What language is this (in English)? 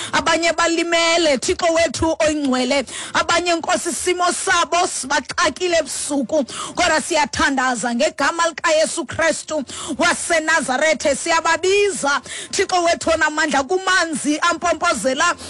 Xhosa